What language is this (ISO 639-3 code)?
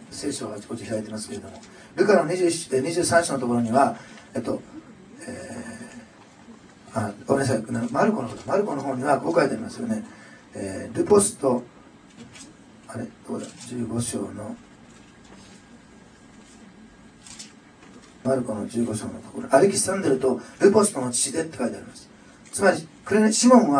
jpn